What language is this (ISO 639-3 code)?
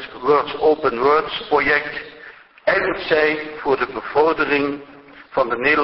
afr